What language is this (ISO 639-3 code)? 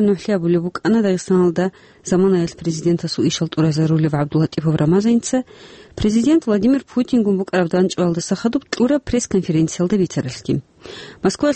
ava